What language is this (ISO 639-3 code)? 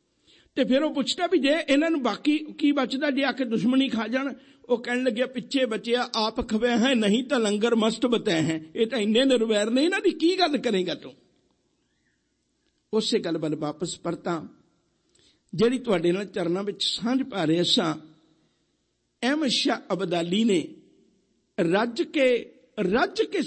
pan